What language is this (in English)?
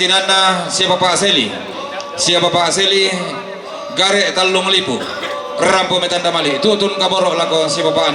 Toraja-Sa'dan